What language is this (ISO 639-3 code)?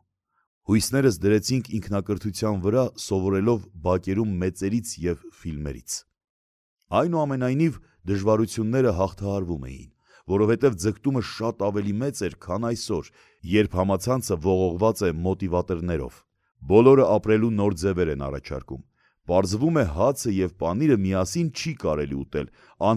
hye